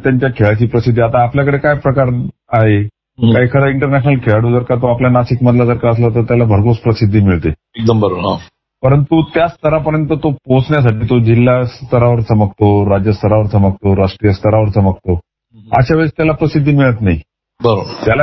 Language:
Marathi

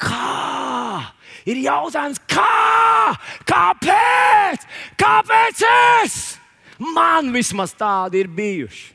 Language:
Latvian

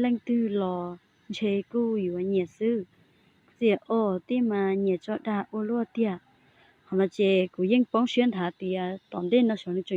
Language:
Hmong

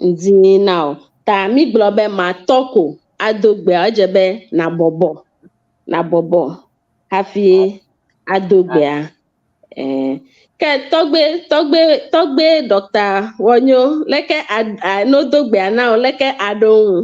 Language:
Ewe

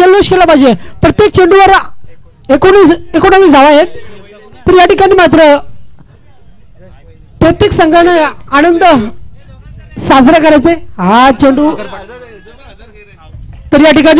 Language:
Marathi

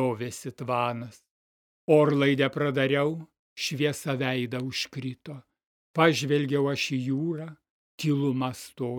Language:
Lithuanian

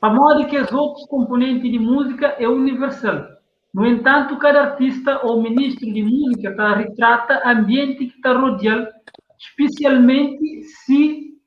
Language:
Kabuverdianu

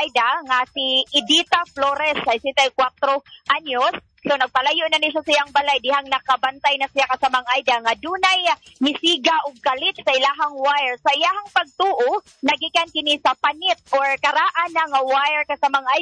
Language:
Cebuano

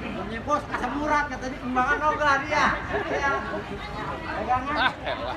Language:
Betawi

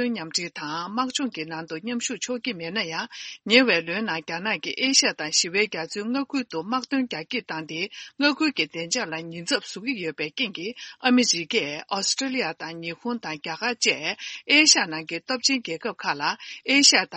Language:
Tibetan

